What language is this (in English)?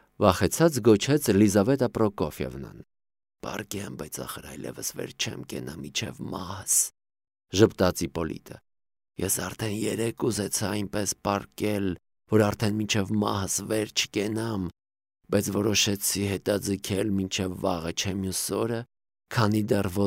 Armenian